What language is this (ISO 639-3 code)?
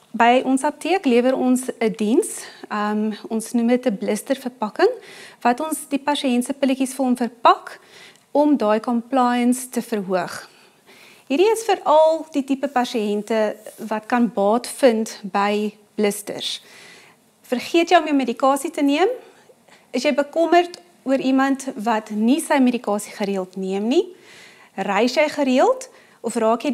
afr